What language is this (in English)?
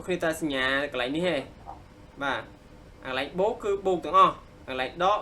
Khmer